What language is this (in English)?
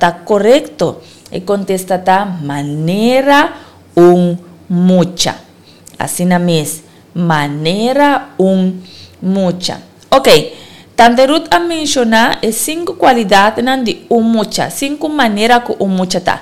Papiamento